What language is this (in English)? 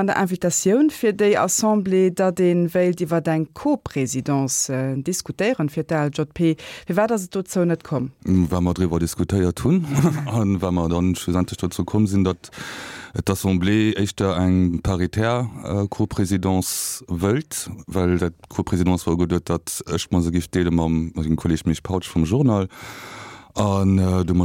Luxembourgish